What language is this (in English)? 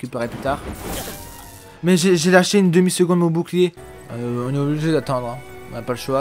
French